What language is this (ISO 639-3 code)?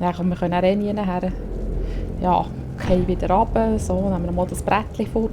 gsw